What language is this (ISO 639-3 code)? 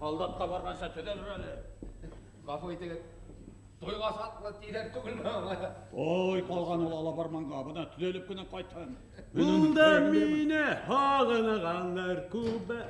bak